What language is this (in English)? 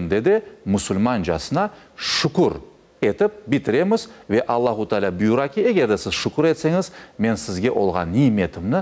Crimean Tatar